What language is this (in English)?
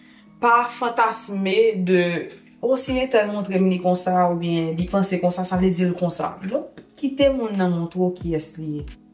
Haitian Creole